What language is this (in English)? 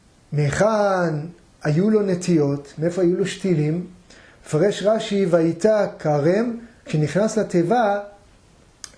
Hebrew